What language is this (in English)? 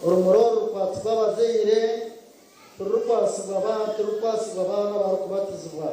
Nyankole